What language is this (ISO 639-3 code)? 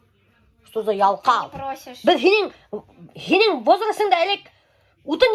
bak